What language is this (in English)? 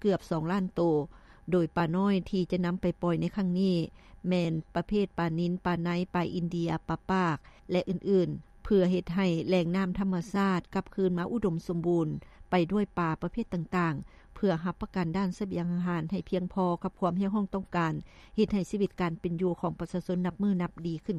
Lao